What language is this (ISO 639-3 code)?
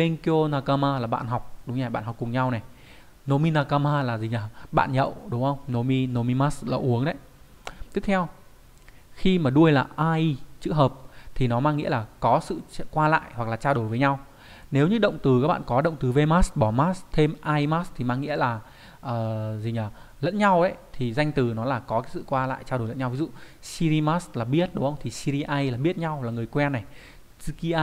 vie